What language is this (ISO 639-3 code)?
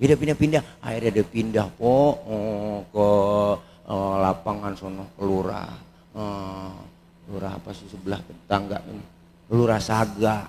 bew